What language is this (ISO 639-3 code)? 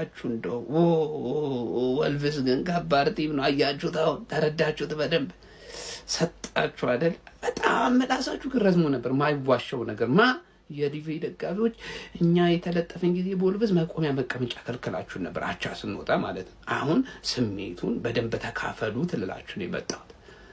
amh